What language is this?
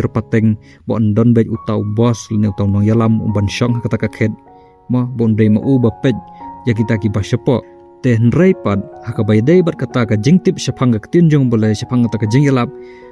Khasi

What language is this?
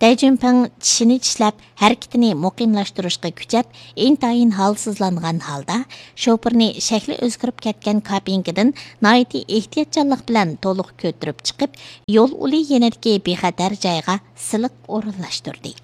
Uyghur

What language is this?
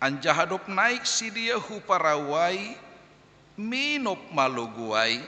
Batak Simalungun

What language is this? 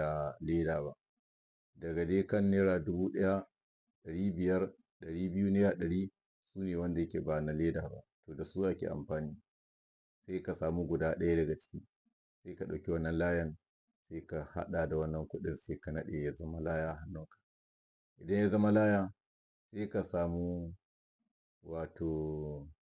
Hausa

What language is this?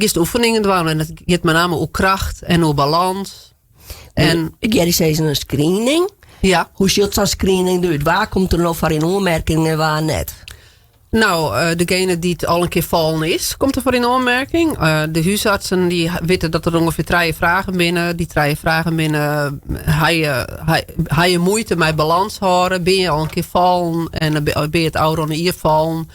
Western Frisian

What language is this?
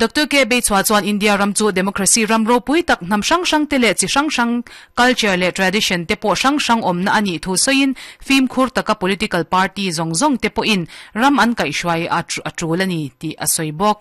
Mizo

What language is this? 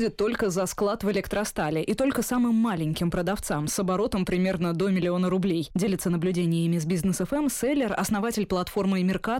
Russian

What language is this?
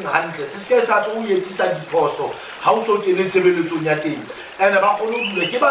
Southern Sotho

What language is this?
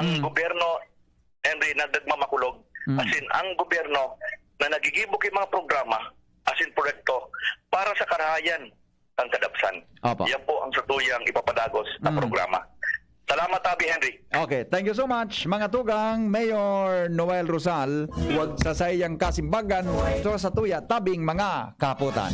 Bikol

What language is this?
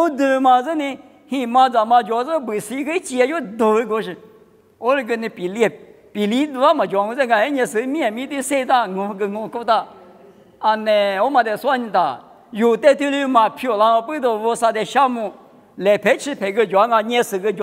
Lisu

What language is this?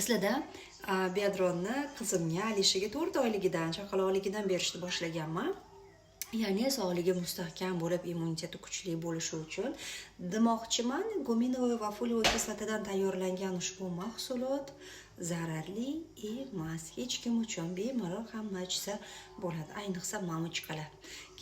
Uzbek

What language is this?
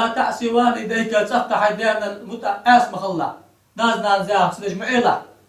Ingush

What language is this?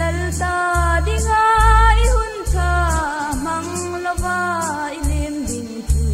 Hmar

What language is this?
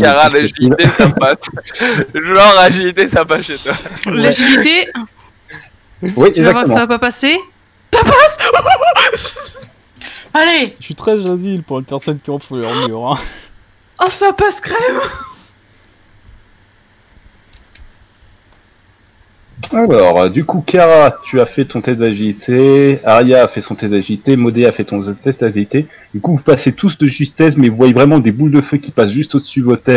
French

